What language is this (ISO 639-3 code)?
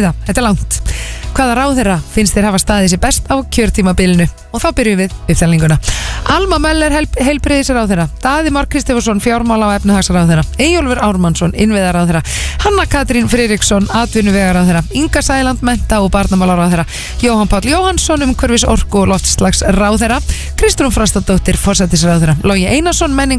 isl